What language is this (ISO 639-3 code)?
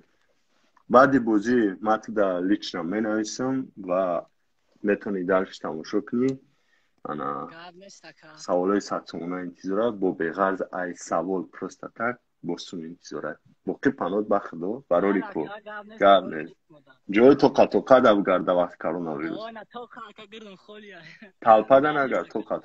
tgk